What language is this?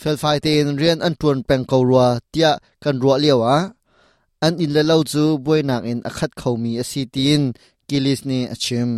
Hakha Chin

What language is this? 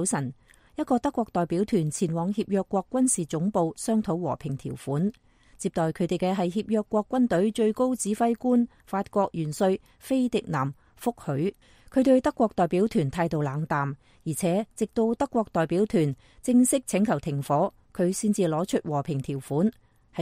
Cantonese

